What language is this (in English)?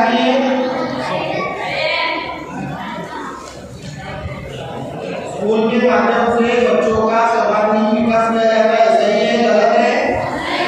Hindi